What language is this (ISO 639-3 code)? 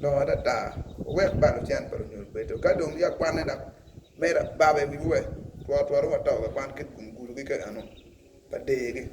ach